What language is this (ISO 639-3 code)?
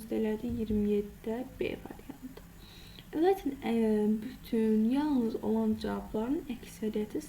aze